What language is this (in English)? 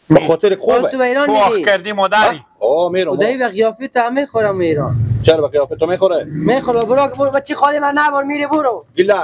Persian